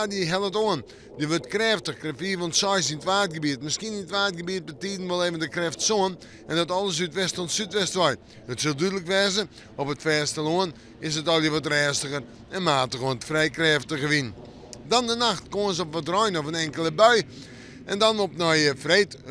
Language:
Western Frisian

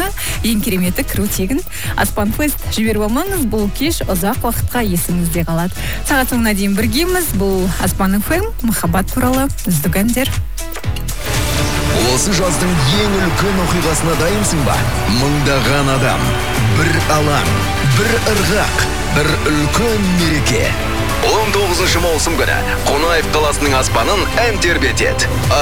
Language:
Kazakh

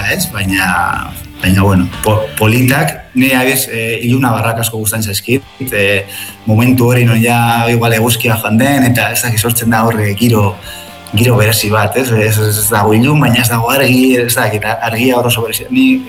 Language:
Basque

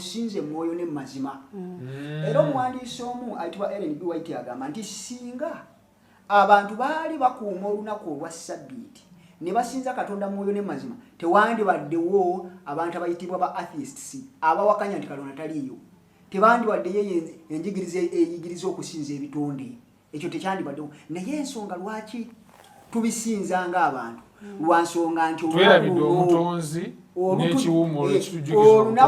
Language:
Ganda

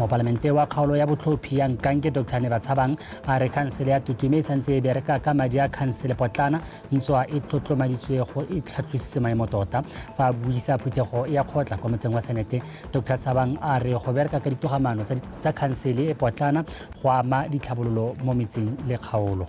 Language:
Tswana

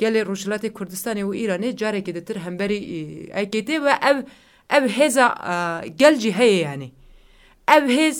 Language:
Kurdish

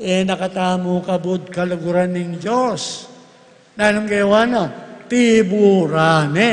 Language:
Pampanga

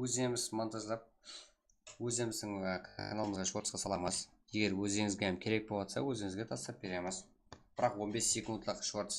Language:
Kara-Kalpak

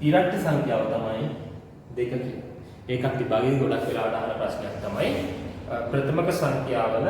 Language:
Sinhala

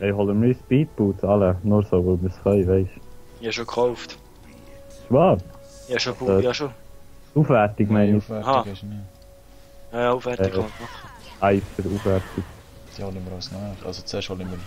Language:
Swiss German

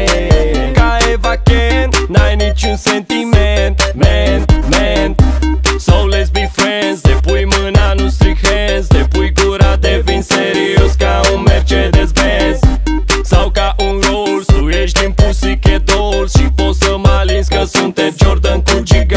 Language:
Romanian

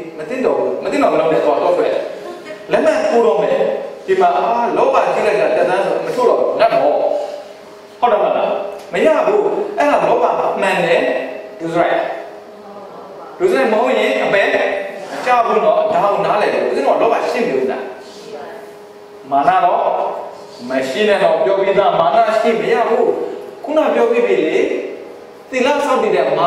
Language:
Burmese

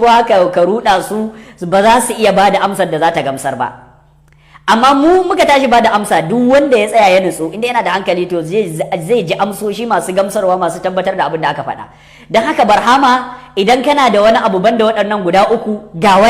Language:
Hausa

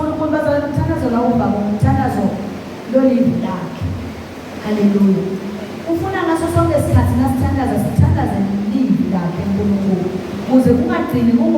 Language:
Zulu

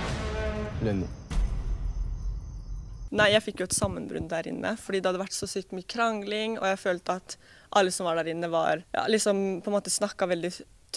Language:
Norwegian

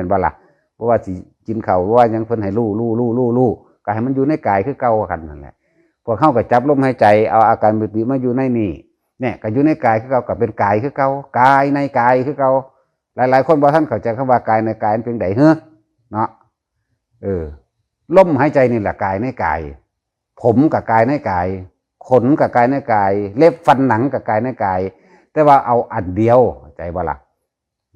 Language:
Northeastern Thai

